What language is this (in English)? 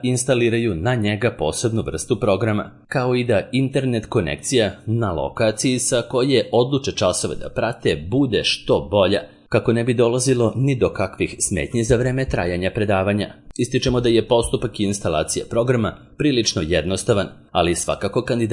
Serbian